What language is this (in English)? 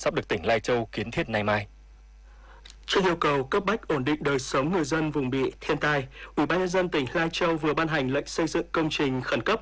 Vietnamese